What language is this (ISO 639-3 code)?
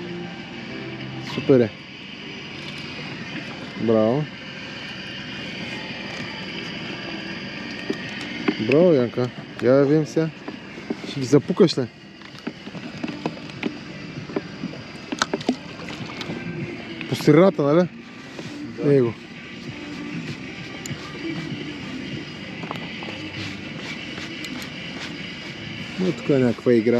bul